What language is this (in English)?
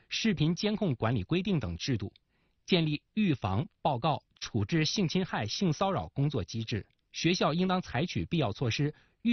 Chinese